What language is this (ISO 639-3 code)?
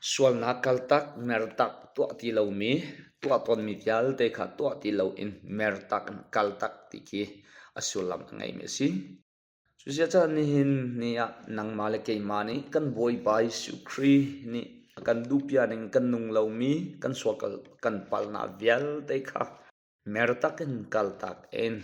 cnh